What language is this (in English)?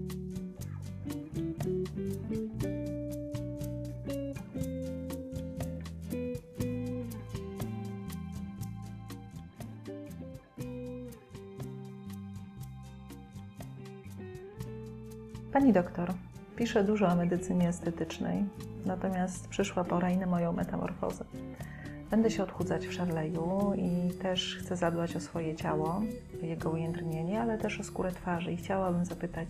Polish